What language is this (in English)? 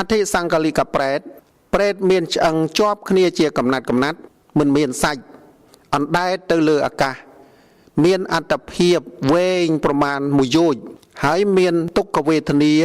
Khmer